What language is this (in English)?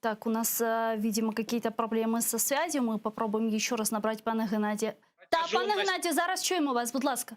Crimean Tatar